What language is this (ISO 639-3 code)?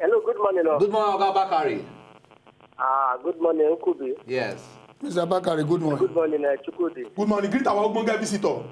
pcm